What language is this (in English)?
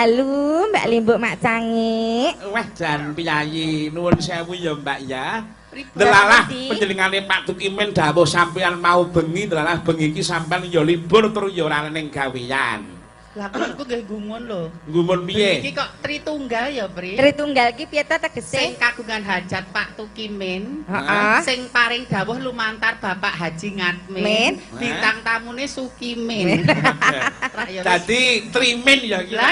Javanese